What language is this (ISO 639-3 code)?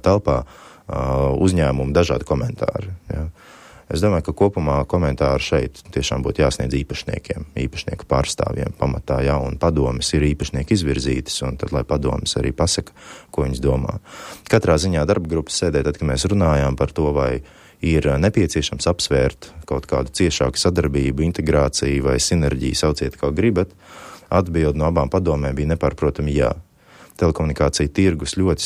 lav